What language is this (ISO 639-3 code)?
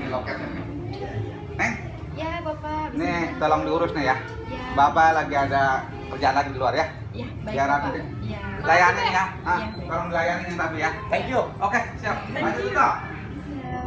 bew